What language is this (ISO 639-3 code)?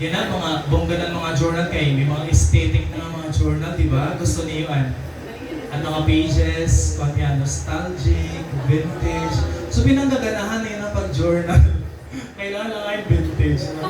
war